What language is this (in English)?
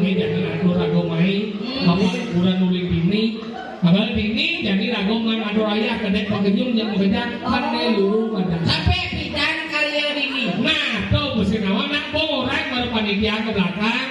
Balinese